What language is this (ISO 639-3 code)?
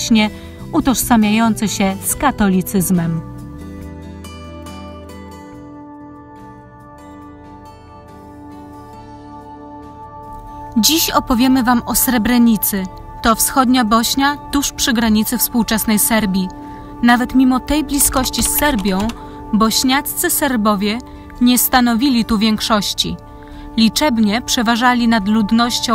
pol